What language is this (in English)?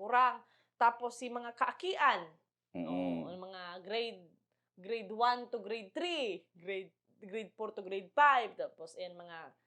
Bikol